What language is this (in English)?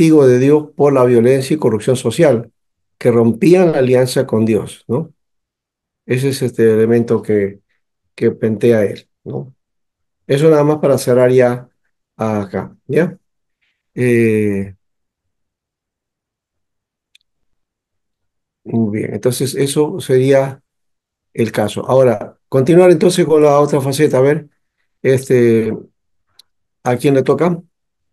Spanish